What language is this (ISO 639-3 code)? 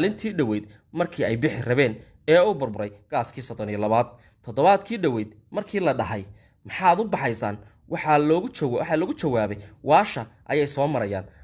som